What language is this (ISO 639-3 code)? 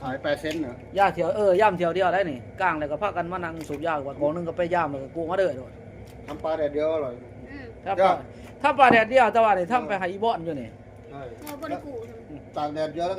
lao